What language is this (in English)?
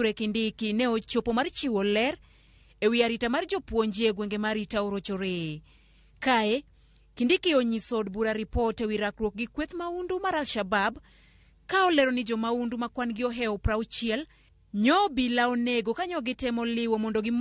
Luo (Kenya and Tanzania)